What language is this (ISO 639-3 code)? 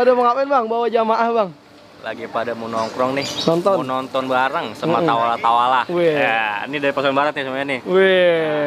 bew